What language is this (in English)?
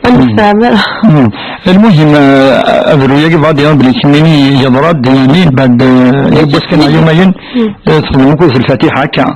Kabyle